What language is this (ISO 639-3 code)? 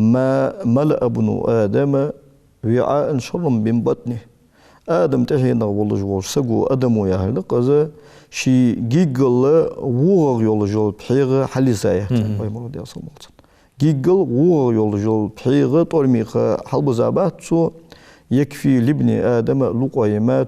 inh